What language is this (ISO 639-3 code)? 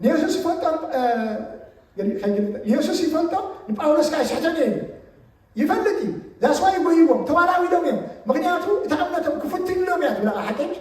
tir